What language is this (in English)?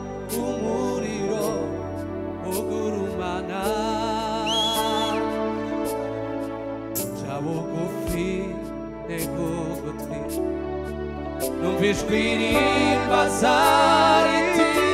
Kinyarwanda